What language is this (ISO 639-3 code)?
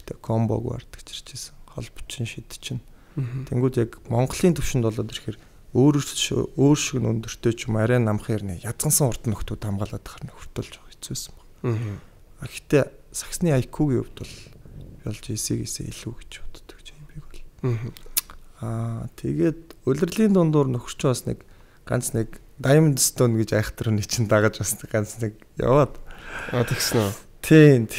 mon